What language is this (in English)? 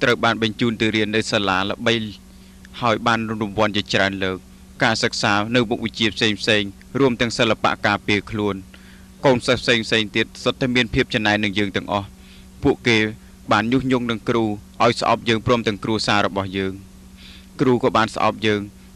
Khmer